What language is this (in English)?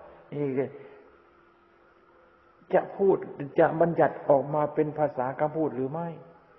Thai